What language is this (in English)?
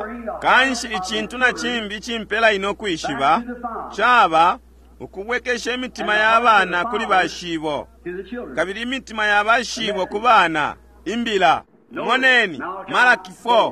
Bemba